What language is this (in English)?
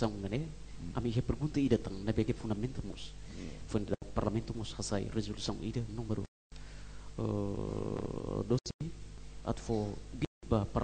Tetum